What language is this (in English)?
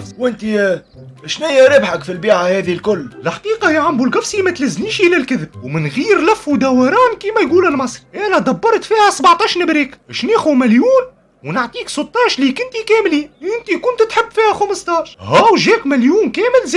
Tunisian Arabic